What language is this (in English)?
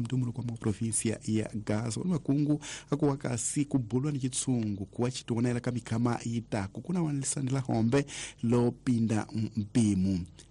Tsonga